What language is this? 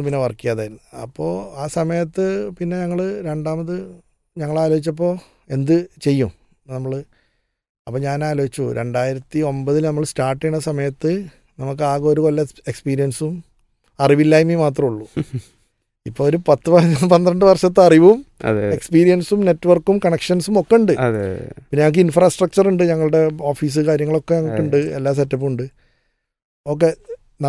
Malayalam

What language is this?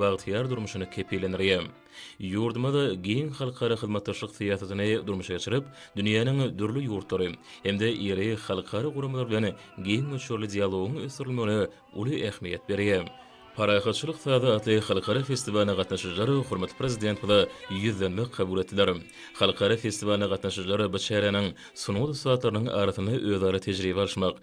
Turkmen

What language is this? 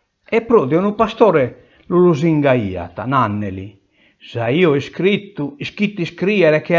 Sardinian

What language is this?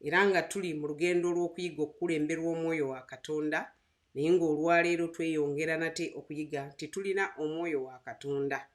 Ganda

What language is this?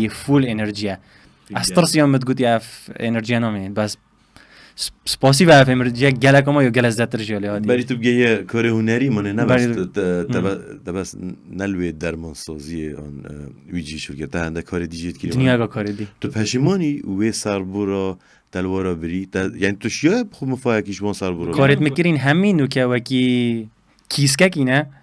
Kurdish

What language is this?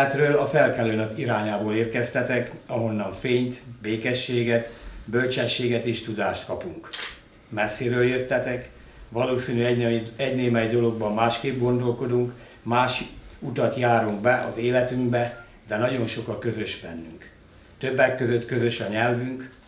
Hungarian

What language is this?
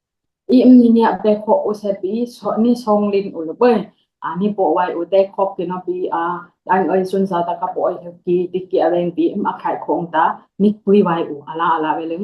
Dimasa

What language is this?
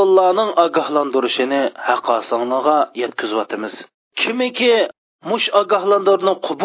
Uyghur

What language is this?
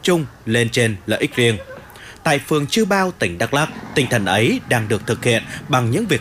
Vietnamese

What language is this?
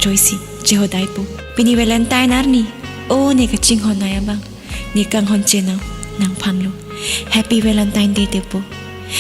Karbi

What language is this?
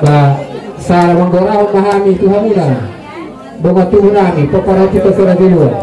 Batak Toba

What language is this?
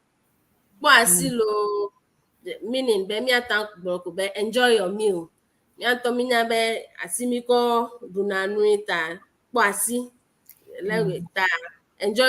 Ewe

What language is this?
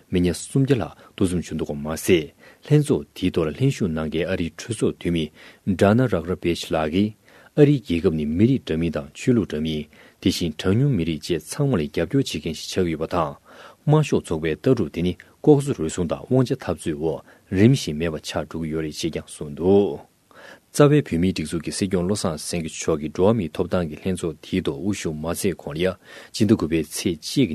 Tibetan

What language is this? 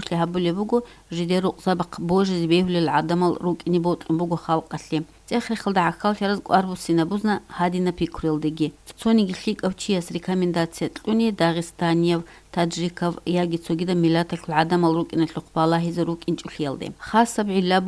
Avaric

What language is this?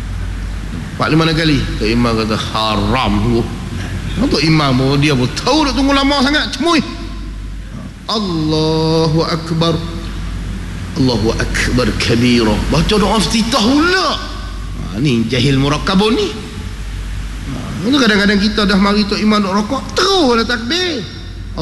Malay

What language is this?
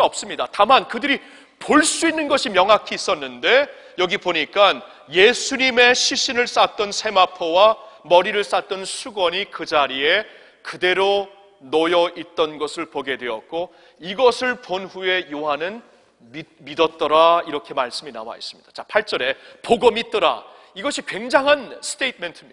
Korean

